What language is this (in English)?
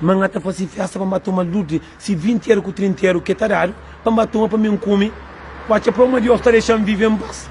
Kabuverdianu